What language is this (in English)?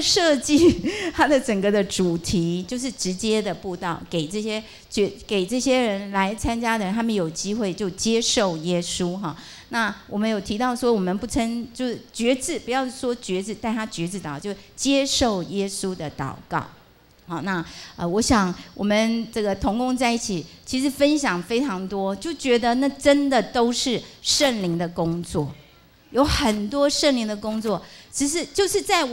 Chinese